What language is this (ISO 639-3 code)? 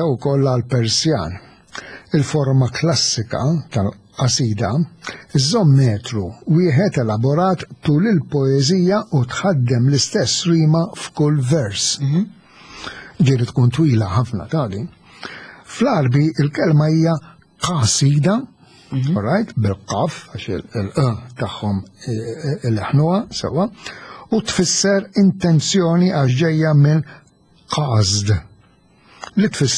mlt